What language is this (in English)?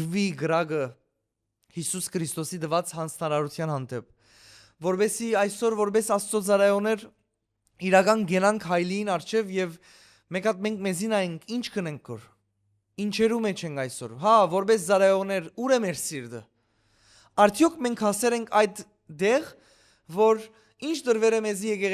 Western Armenian